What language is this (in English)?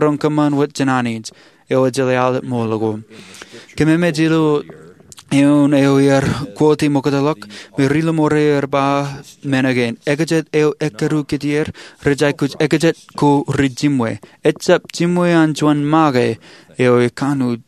Marshallese